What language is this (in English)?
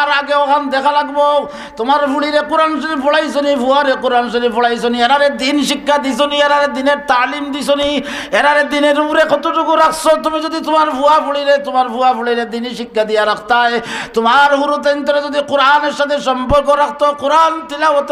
Sylheti